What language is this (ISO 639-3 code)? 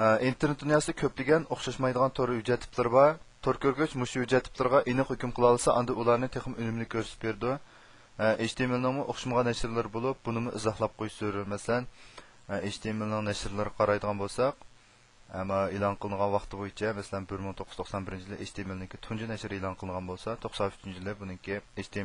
uig